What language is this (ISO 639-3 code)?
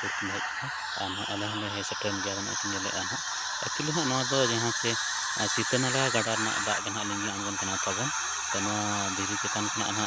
sat